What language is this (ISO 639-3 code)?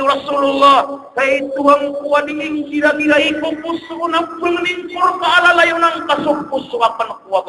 mrw